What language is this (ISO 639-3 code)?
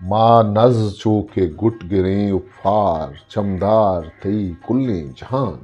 bgp